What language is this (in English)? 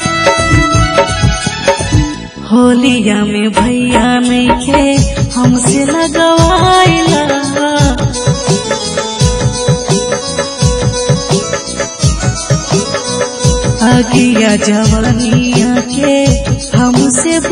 Bhojpuri